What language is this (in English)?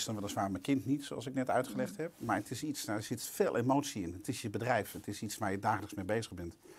Dutch